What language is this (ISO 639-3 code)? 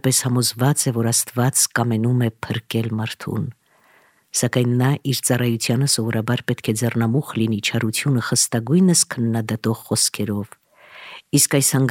hye